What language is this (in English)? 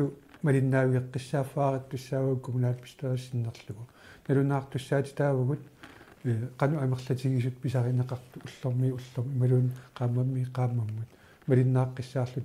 Kalaallisut